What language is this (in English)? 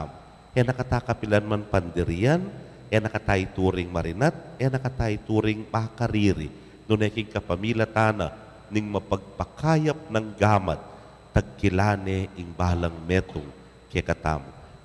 Pampanga